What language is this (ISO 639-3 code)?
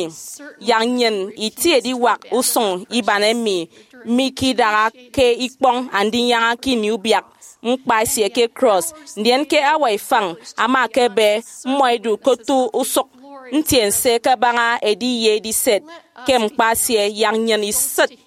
efi